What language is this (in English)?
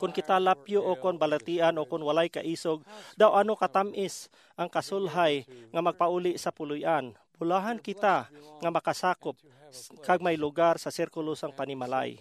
Hiligaynon